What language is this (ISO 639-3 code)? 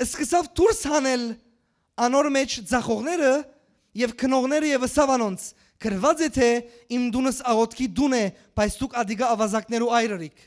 hyw